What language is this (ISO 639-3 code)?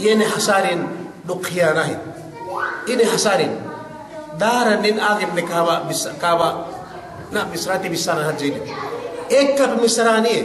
yka